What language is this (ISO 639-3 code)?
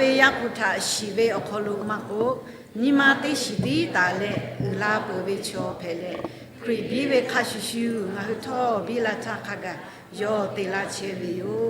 lhu